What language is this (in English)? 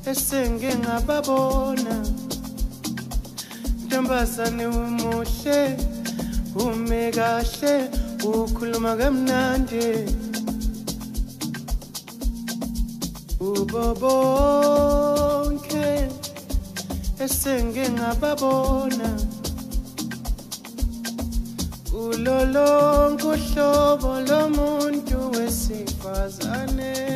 Zulu